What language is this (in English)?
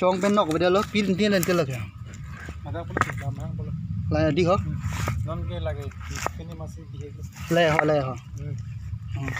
Karbi